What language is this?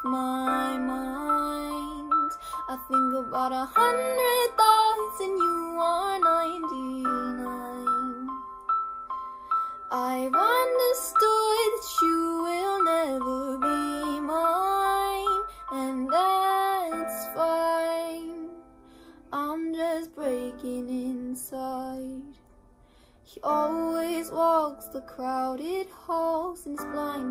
English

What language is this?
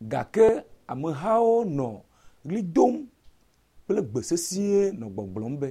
Ewe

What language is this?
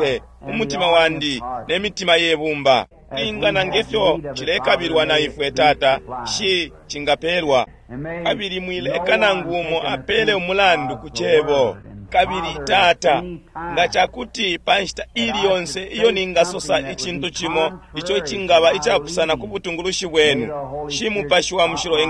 Bemba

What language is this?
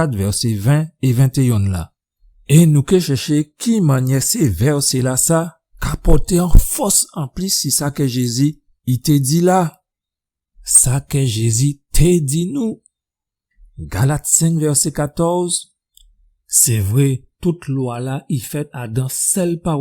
Guadeloupean Creole French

